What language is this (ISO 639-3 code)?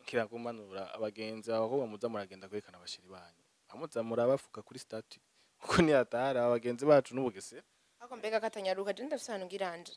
run